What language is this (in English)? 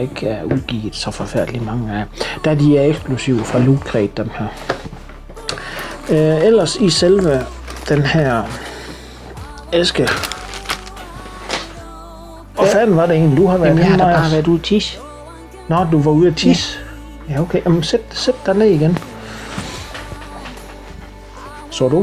Danish